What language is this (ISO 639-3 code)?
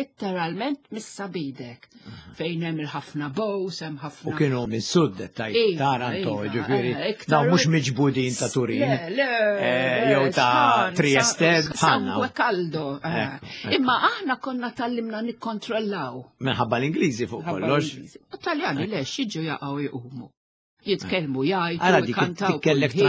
mlt